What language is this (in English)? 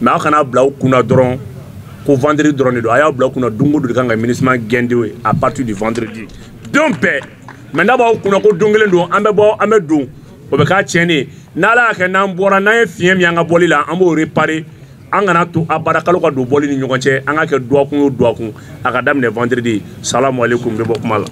Bambara